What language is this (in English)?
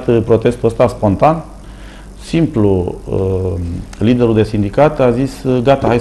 Romanian